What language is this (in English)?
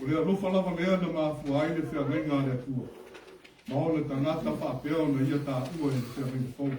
Samoan